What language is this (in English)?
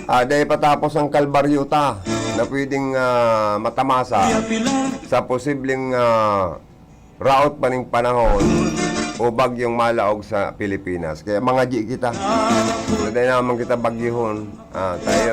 Bikol